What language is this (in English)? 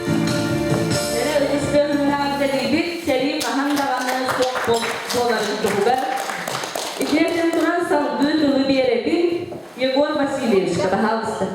Yakut